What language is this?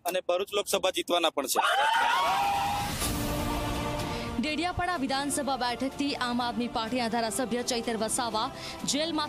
Gujarati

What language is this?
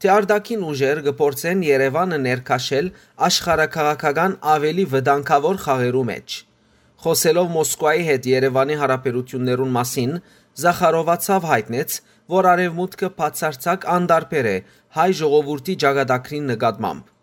Western Armenian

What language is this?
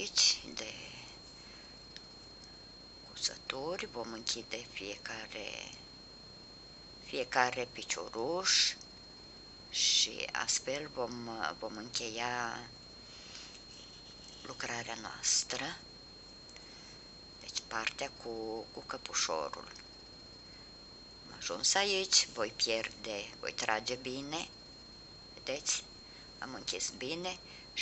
Romanian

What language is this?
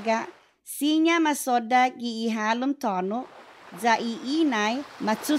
Chamorro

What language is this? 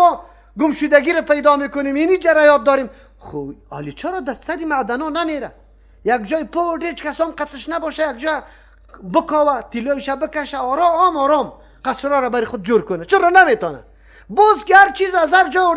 Persian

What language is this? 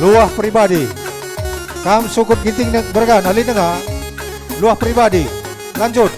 Batak Karo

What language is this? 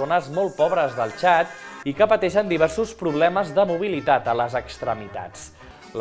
Catalan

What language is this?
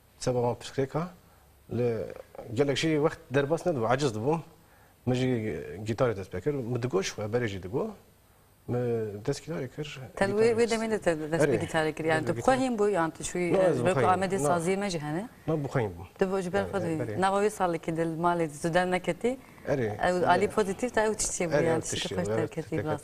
Kurdish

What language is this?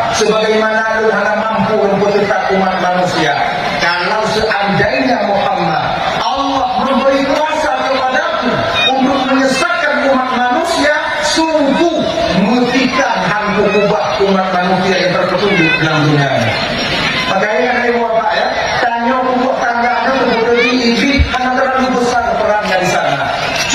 Achinese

